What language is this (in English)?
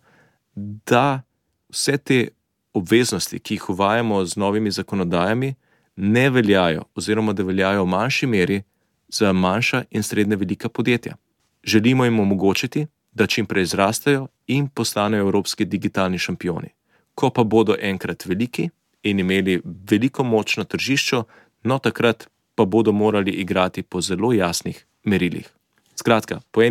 Slovenian